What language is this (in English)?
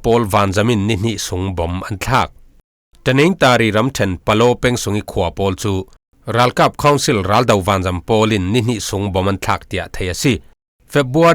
Falam Chin